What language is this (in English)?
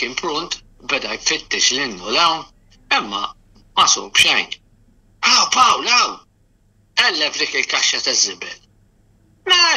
Maltese